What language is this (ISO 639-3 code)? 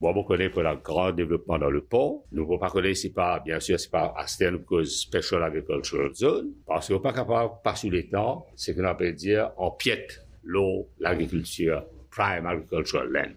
mfe